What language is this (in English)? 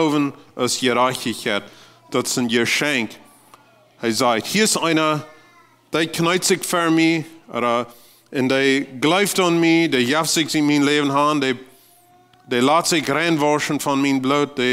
Plautdietsch